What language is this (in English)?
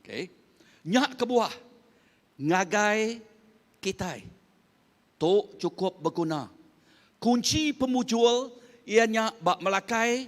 Iban